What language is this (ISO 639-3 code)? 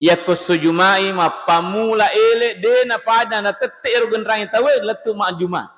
bug